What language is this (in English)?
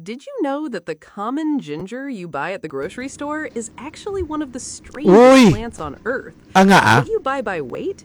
Hiligaynon